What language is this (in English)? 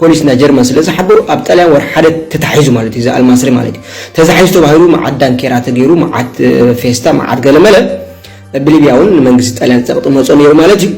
Tigrinya